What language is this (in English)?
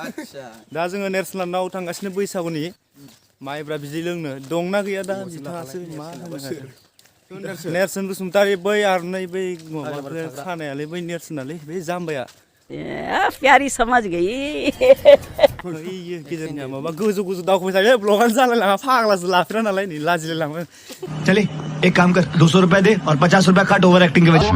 Bodo